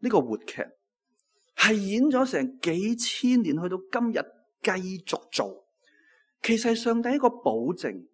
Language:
Cantonese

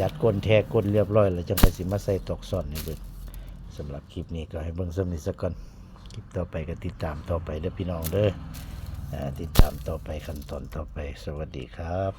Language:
Northeastern Thai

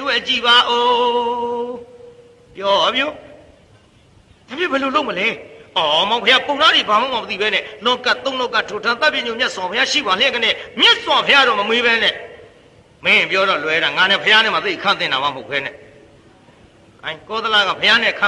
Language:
Burmese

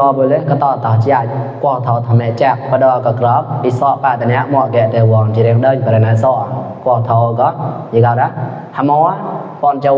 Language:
Mon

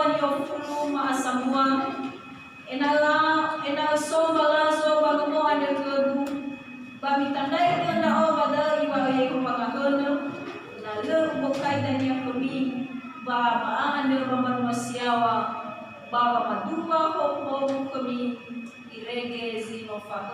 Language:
Nias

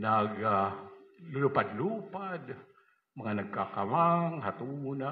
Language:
Waray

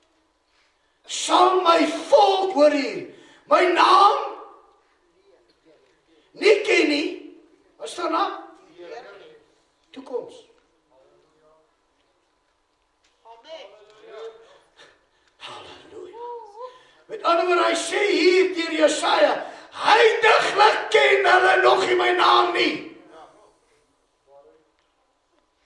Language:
Afrikaans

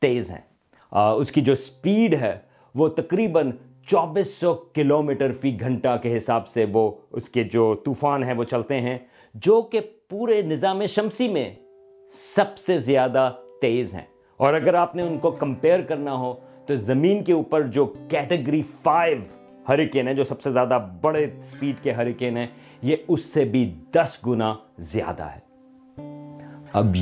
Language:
Urdu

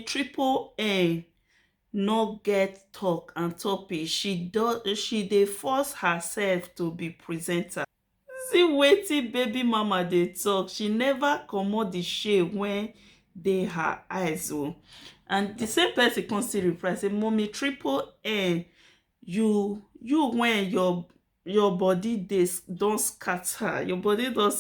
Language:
Nigerian Pidgin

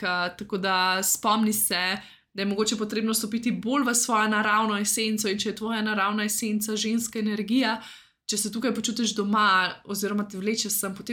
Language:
Slovenian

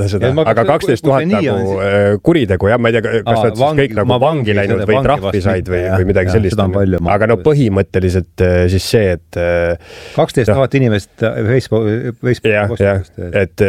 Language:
Estonian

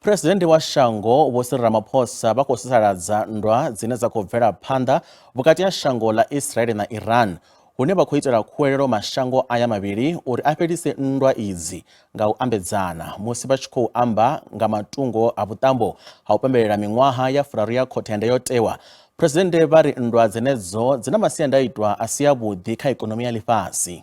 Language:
Venda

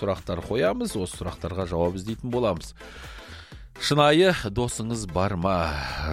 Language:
Kazakh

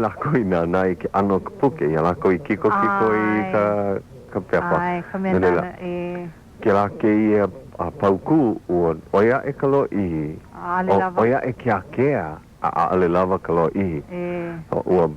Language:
Hawaiian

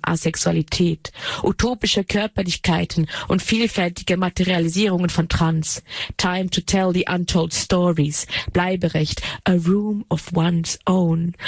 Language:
German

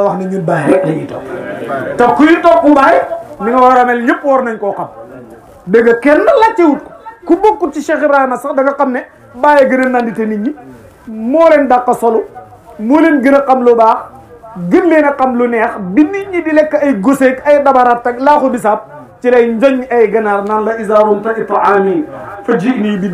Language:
Wolof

